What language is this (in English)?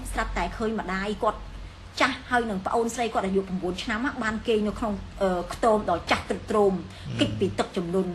Khmer